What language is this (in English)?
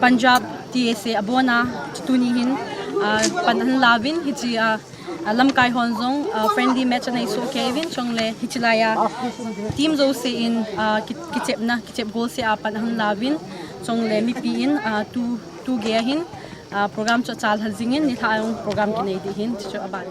Paite Chin